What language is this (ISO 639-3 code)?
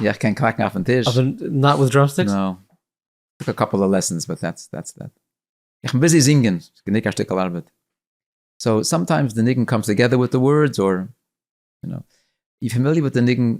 yid